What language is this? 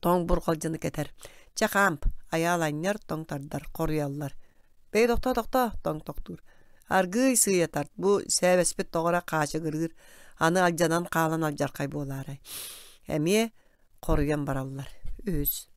Yakut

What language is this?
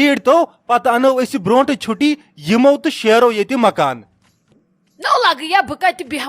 Kashmiri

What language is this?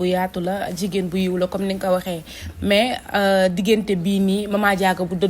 Wolof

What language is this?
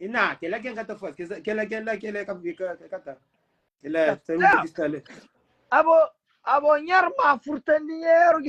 Kabuverdianu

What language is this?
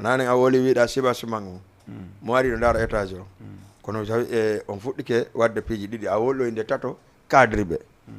Fula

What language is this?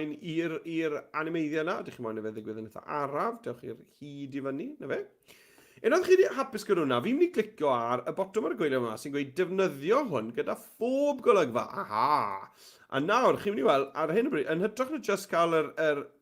Welsh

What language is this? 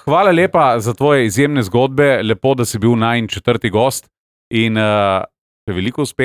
Slovenian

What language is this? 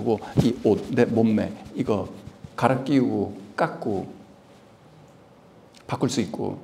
Korean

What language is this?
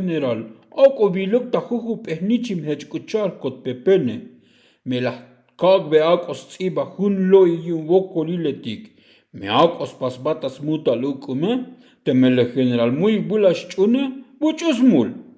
Tzotzil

